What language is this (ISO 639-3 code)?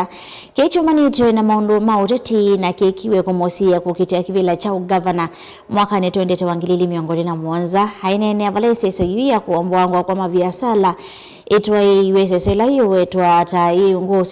kam